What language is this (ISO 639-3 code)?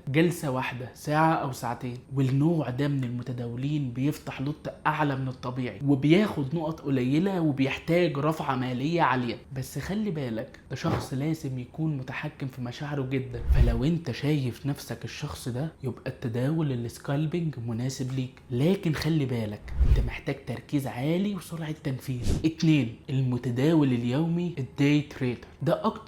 arz